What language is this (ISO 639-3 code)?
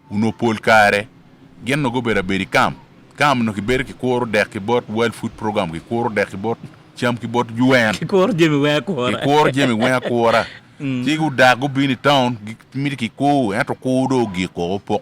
ach